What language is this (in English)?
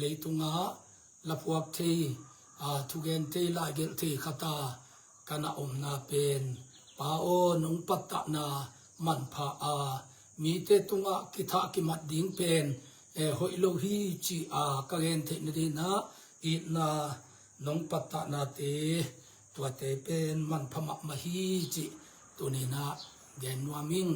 Tedim Chin